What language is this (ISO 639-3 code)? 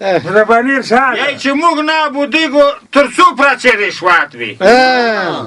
pus